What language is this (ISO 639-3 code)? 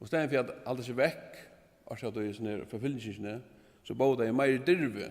fao